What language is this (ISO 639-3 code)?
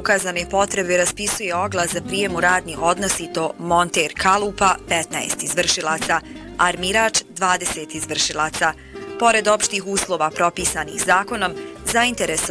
bos